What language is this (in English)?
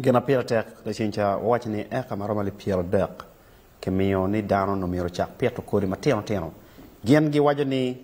Acoli